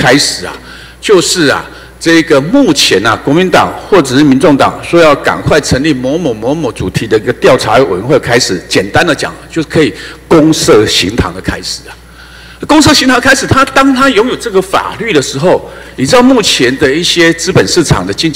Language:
Chinese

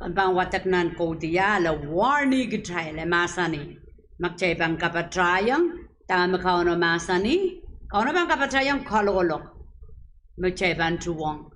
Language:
Pohnpeian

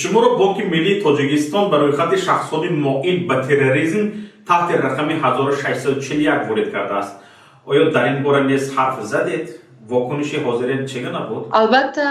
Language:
Tajik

